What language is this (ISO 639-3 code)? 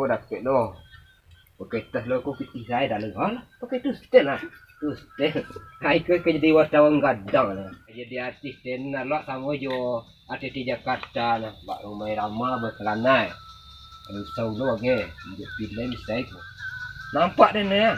min